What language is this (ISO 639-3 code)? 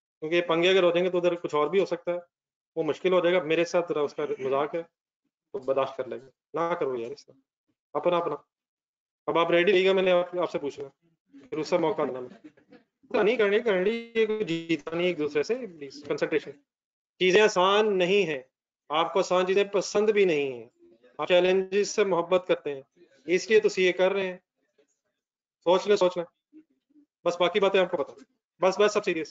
hin